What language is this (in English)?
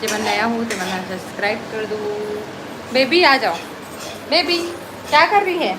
Chhattisgarhi